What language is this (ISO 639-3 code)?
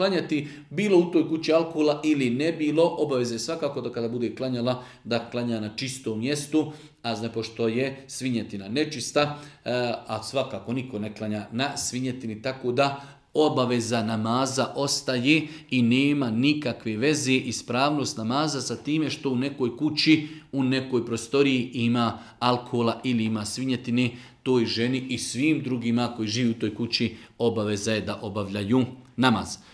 bos